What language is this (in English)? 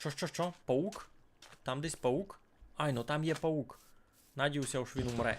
Rusyn